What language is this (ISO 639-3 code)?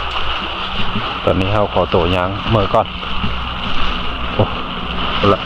lao